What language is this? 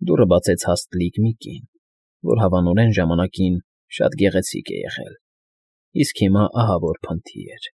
Armenian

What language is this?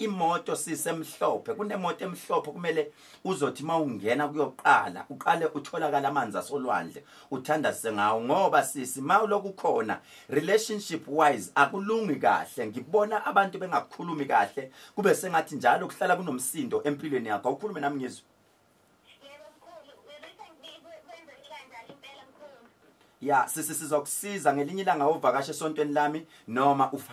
Zulu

